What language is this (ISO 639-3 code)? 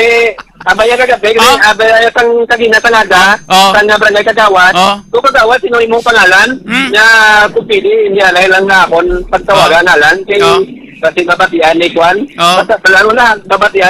hil